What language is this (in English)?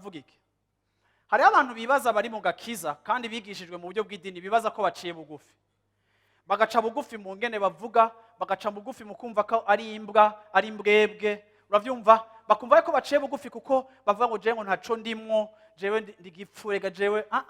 Rundi